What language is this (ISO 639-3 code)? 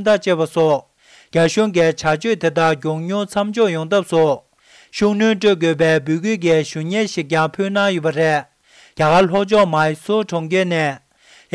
bod